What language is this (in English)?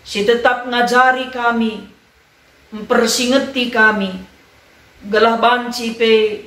Batak Karo